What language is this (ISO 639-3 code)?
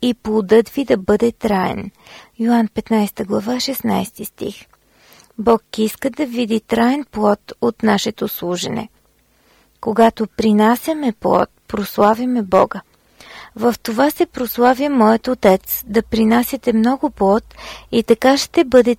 bul